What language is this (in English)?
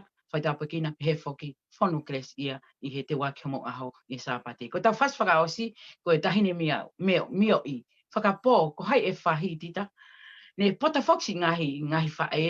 Tongan